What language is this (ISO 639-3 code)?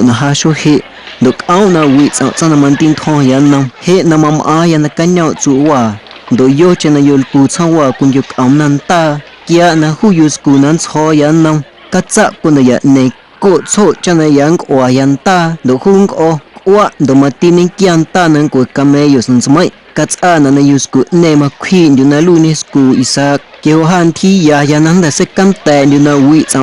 amu